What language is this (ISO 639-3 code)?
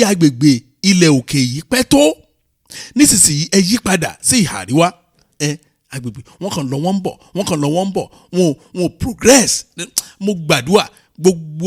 yor